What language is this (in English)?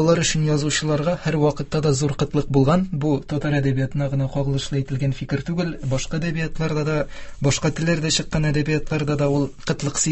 Tatar